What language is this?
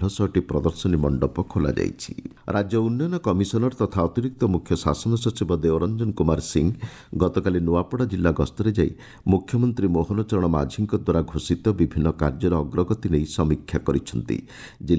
Odia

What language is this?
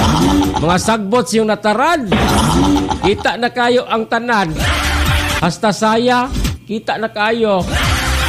Cebuano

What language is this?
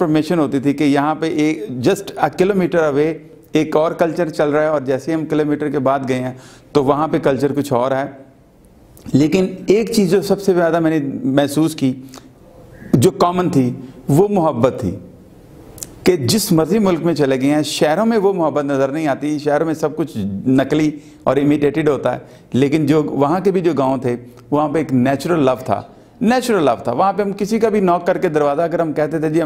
Urdu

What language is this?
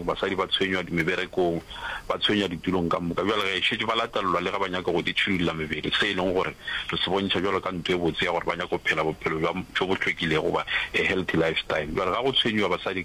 Northern Sotho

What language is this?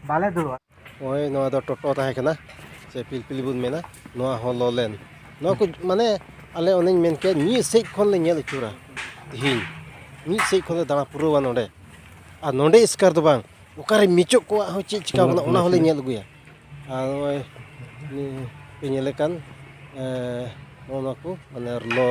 Santali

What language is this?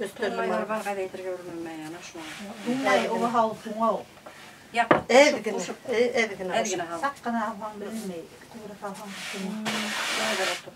Bashkir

